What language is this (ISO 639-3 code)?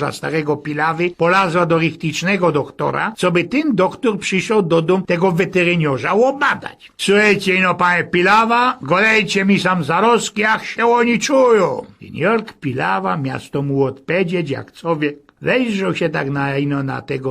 szl